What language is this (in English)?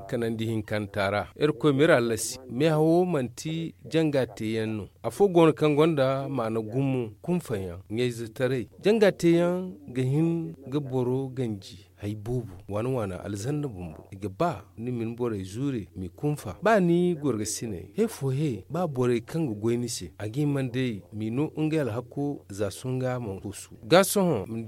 Zarma